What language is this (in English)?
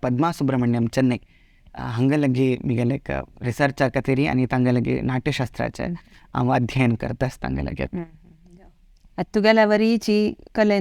Konkani